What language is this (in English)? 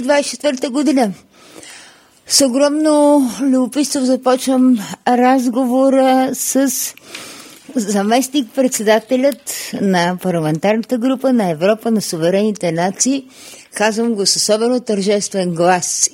Bulgarian